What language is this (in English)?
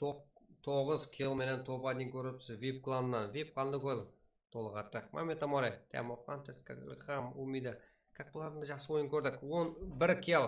Kara-Kalpak